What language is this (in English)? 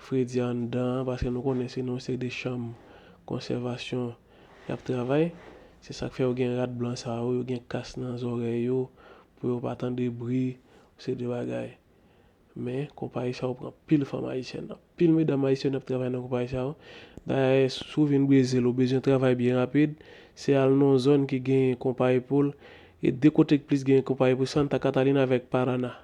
Haitian Creole